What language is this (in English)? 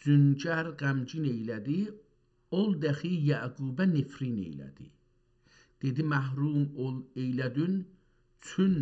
South Azerbaijani